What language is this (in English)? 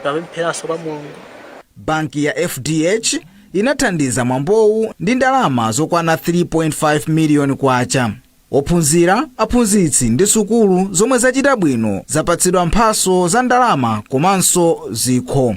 Nyanja